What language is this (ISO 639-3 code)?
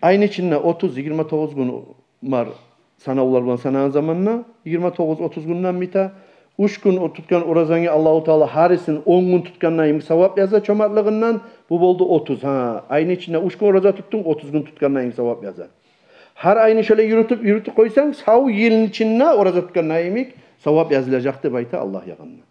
kum